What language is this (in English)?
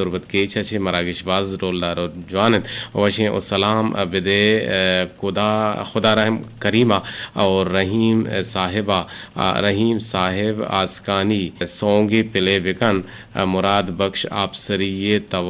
Eastern Balochi